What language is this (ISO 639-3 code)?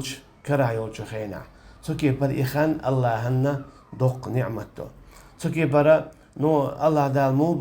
che